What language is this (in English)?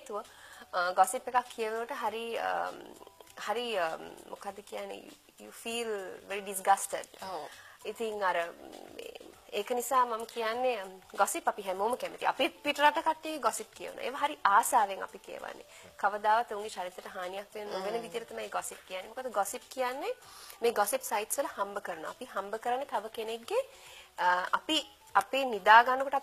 Sinhala